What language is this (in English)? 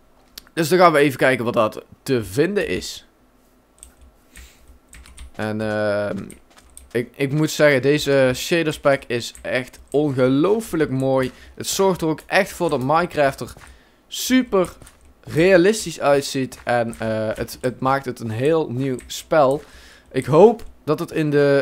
Dutch